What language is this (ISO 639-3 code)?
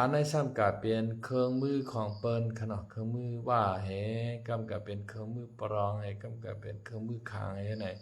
shn